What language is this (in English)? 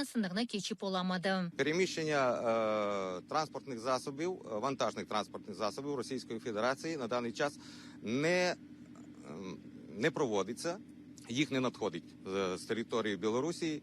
Crimean Tatar